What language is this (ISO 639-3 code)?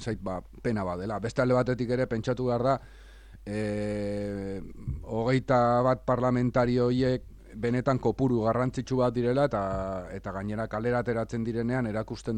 eus